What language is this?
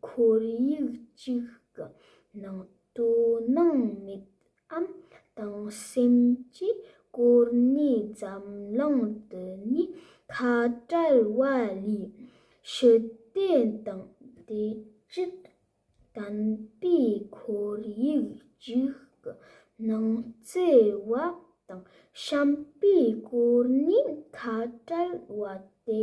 Tibetan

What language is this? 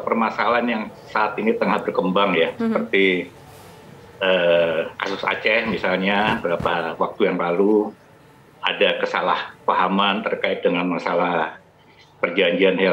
Indonesian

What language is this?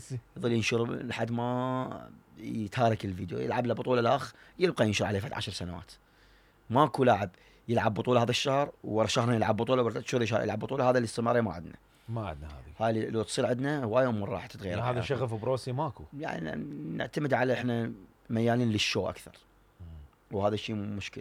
Mesopotamian Arabic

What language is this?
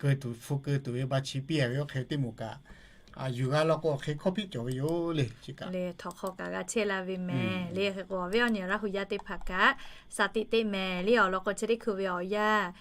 Lahu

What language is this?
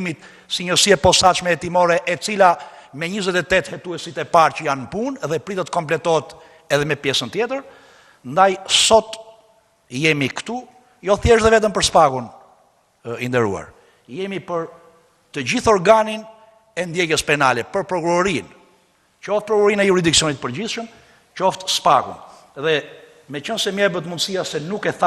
Albanian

